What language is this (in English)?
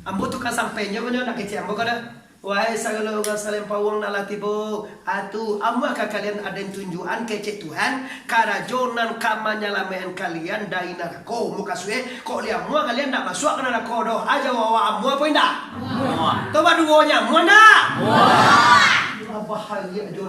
Minangkabau